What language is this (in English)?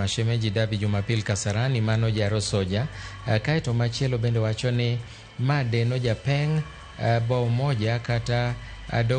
Luo (Kenya and Tanzania)